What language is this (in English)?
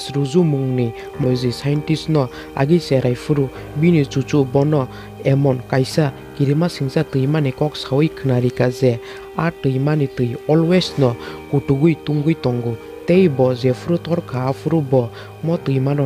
Kok Borok